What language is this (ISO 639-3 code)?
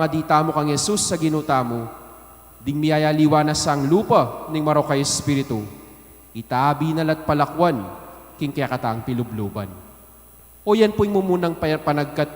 pam